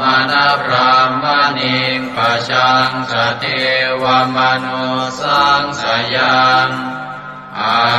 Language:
Pali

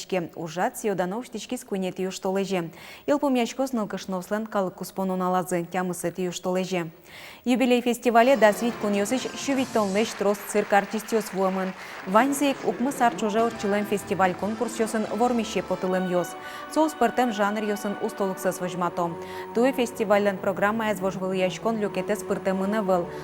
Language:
Udmurt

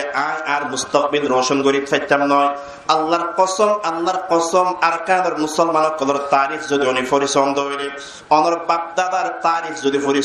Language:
Rohingya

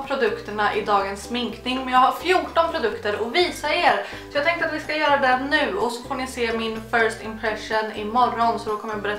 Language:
Swedish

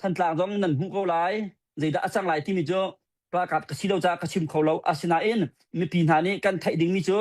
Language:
Hakha Chin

